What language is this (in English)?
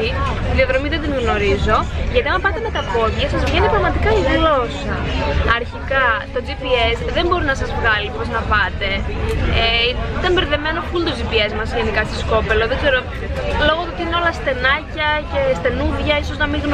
Greek